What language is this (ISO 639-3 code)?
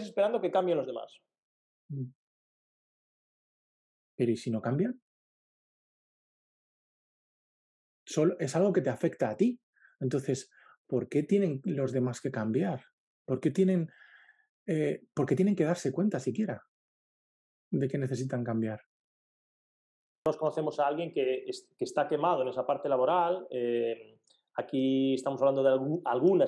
spa